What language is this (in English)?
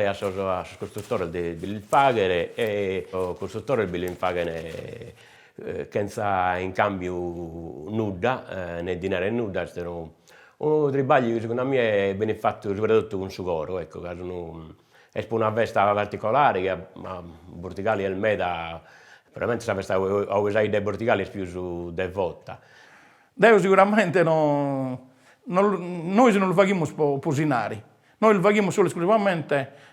Sardinian